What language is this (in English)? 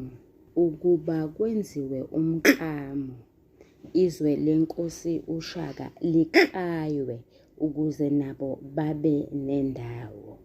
Zulu